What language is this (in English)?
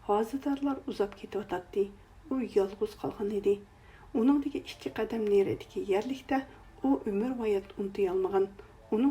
Uyghur